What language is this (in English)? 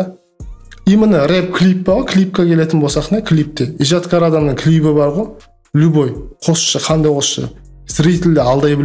Kara-Kalpak